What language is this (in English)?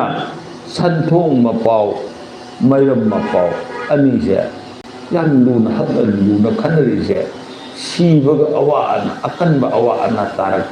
Manipuri